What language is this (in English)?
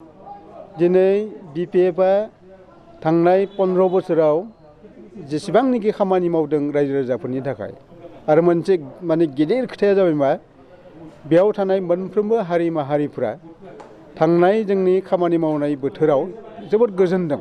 Bodo